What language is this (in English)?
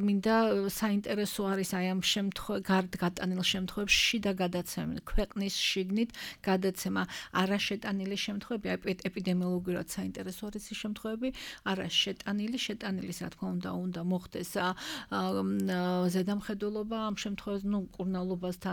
Georgian